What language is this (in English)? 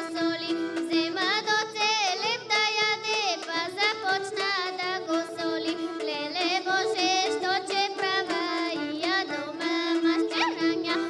Bulgarian